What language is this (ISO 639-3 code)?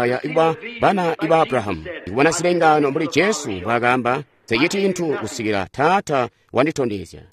toi